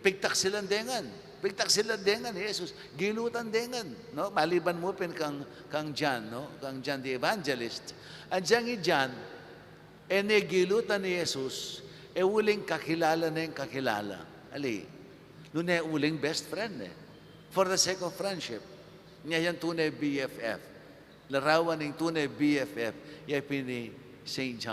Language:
Pampanga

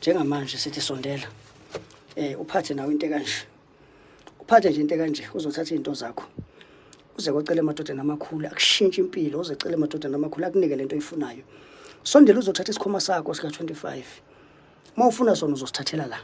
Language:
Zulu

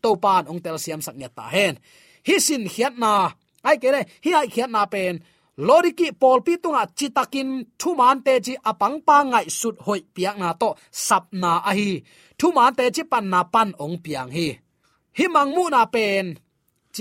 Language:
Tedim Chin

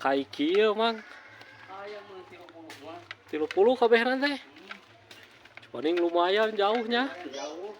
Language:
Sundanese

